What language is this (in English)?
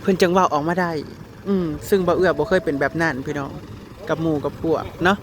Northeastern Thai